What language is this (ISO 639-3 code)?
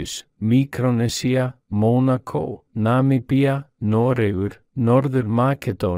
isl